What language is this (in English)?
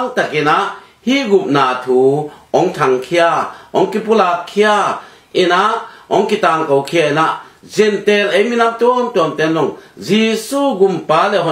Tedim Chin